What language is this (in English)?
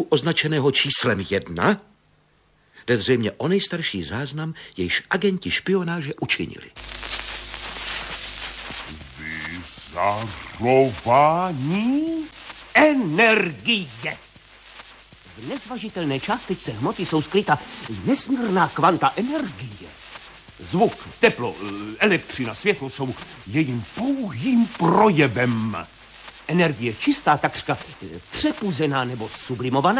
Czech